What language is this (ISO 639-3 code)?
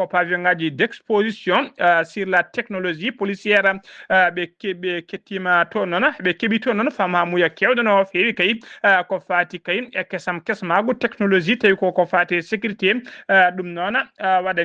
ful